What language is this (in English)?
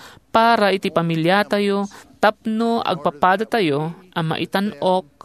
Iloko